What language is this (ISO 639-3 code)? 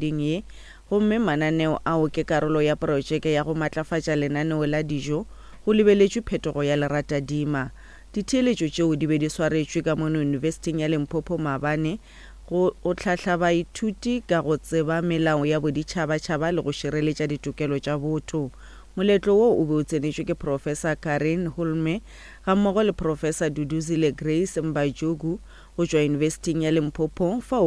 nso